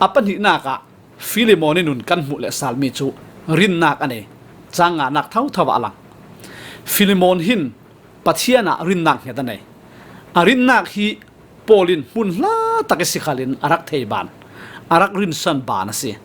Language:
Falam Chin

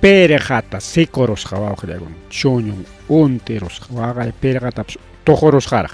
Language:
Ayacucho Quechua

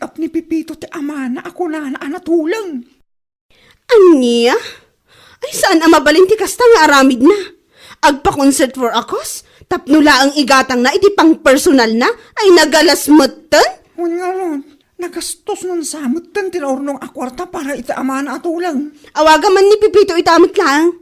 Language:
Iloko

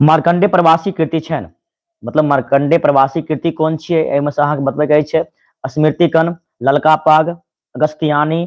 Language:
Maithili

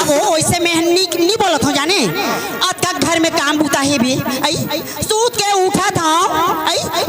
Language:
Chhattisgarhi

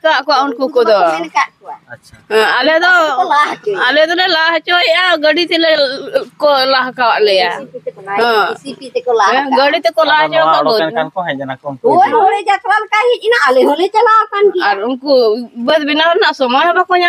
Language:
Santali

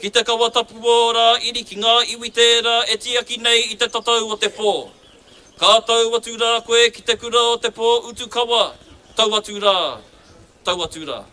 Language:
Māori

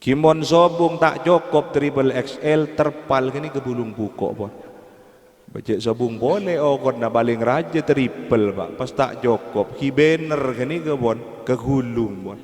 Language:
Madurese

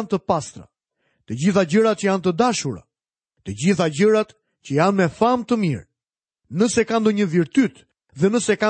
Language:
Albanian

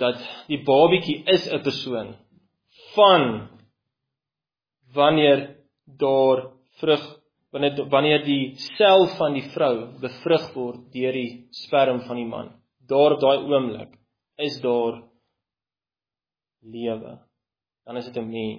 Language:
Afrikaans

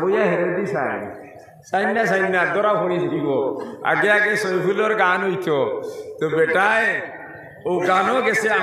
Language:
Sylheti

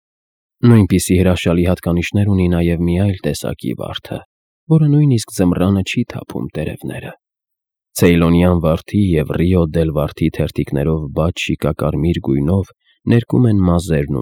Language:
Armenian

